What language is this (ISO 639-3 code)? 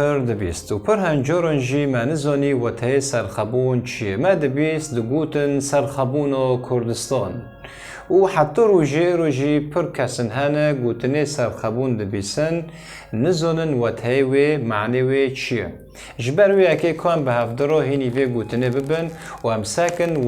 kur